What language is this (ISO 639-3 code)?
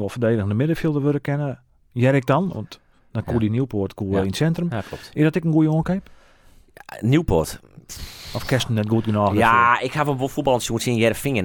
fry